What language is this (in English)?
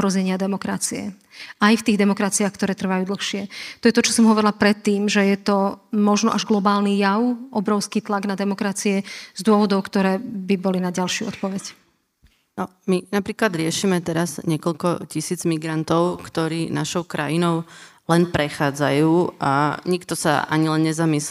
Slovak